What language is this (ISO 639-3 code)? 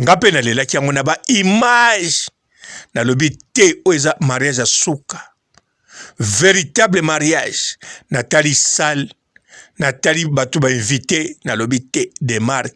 lin